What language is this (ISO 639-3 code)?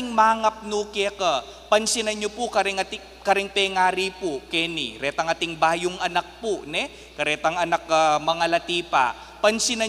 pam